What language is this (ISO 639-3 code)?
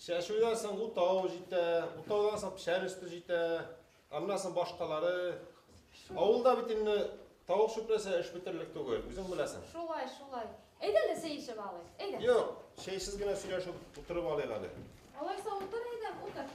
bak